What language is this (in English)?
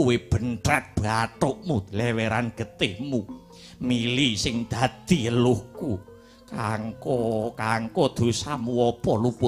Javanese